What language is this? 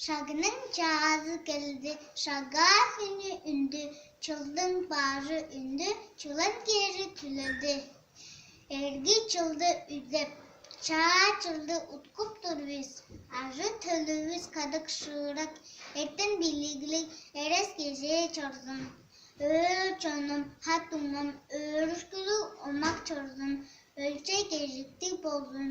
Tuvinian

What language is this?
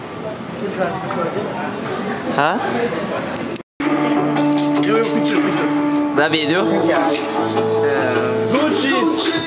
Norwegian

